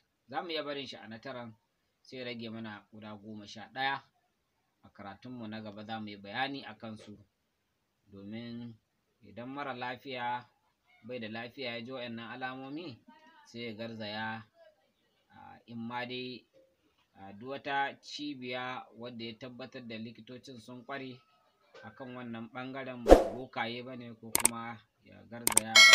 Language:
Hausa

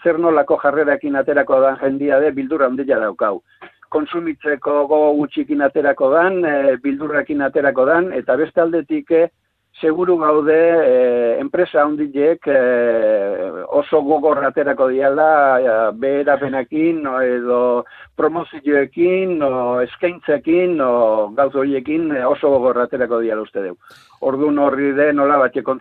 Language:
Basque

